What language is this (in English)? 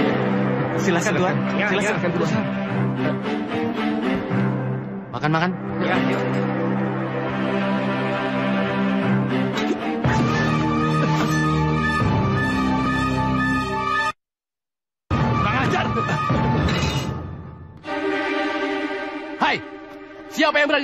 Indonesian